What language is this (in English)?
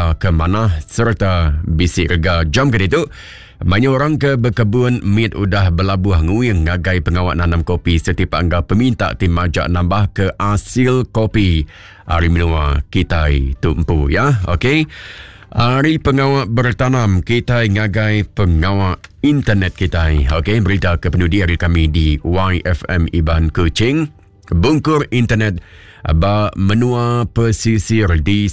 Iban